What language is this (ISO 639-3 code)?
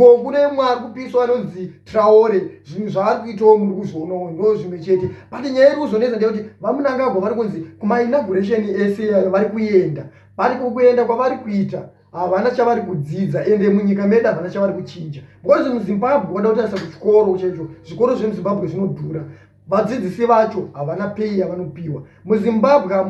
sna